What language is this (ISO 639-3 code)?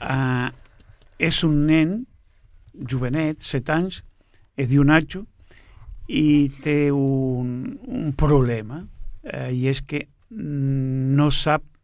cat